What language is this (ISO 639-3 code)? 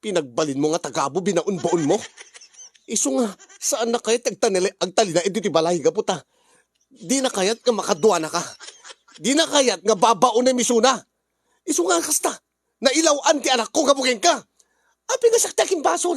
ilo